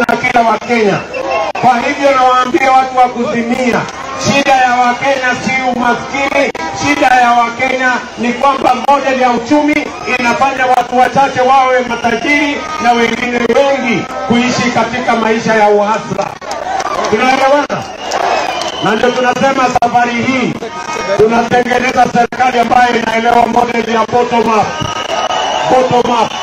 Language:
Swahili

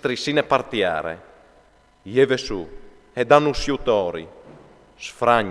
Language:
Friulian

